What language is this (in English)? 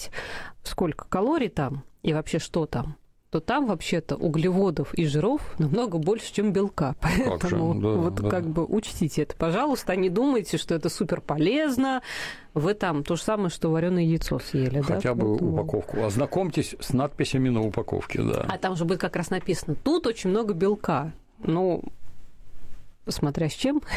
Russian